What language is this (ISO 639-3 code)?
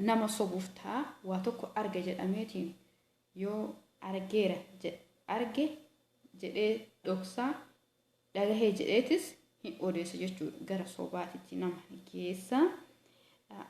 orm